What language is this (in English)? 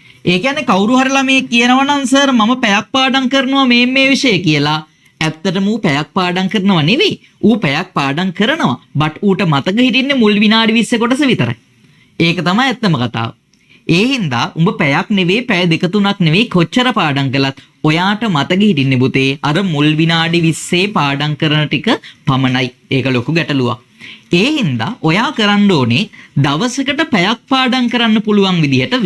Sinhala